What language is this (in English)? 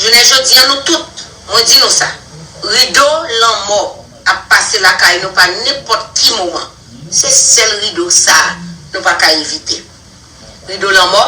Haitian Creole